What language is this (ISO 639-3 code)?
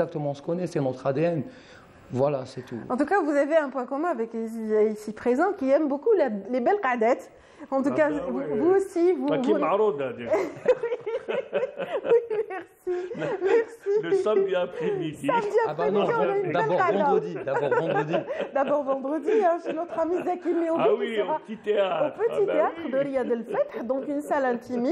fra